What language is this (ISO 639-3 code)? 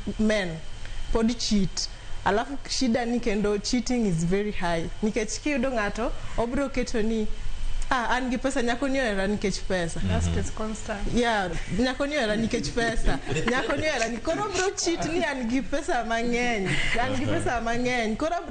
luo